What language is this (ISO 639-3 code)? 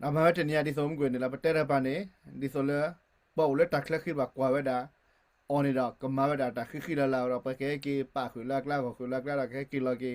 ksw